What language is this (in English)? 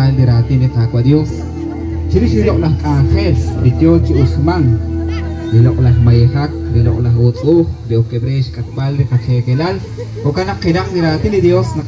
Kekchí